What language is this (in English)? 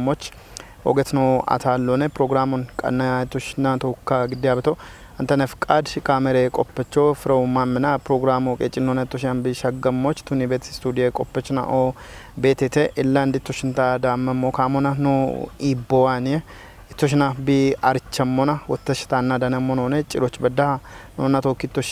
Kafa